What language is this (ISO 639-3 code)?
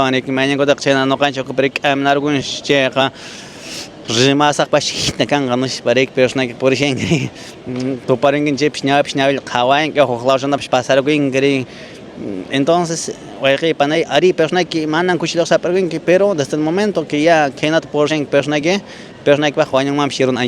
que